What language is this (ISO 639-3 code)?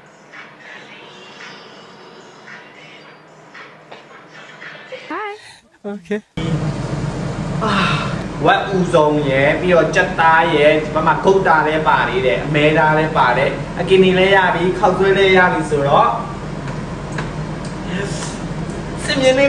mya